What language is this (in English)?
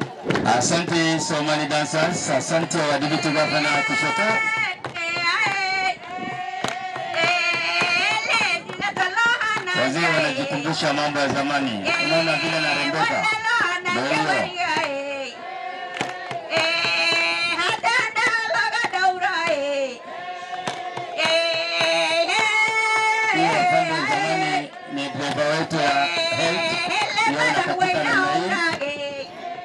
Swahili